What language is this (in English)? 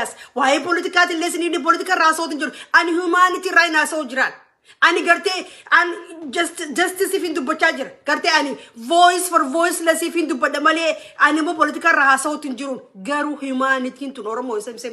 Oromo